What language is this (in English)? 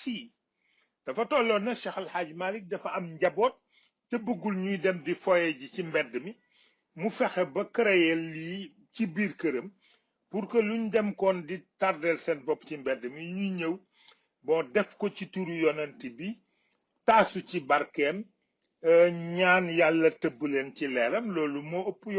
Wolof